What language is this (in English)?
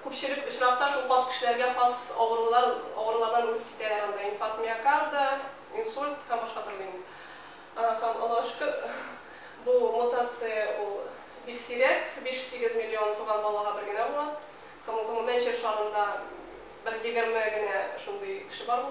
Tatar